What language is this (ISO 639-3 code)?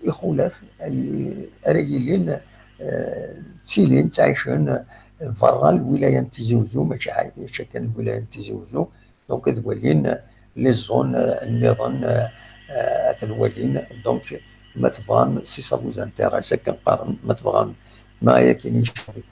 kab